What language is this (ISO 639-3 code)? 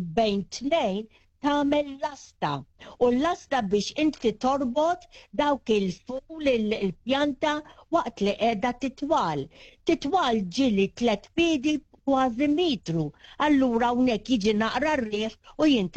mlt